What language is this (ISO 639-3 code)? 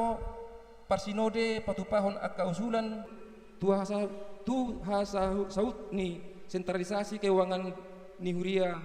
bbc